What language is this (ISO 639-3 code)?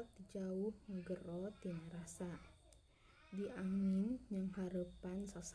sun